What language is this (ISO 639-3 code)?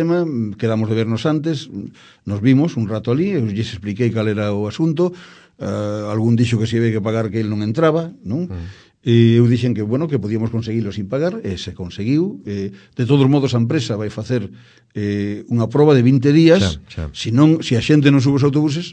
glg